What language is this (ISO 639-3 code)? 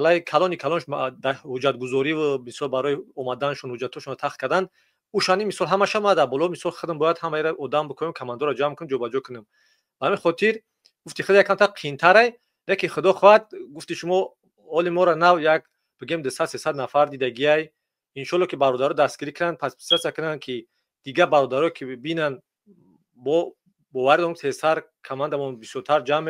tgk